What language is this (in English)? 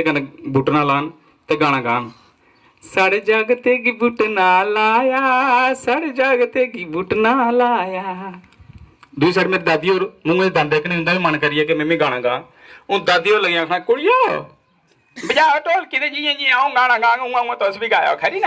Dogri